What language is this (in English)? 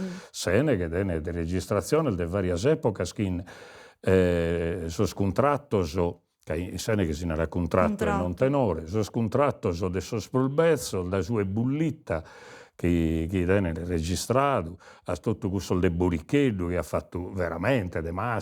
Sardinian